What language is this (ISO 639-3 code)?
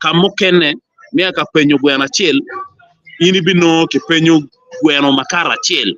ach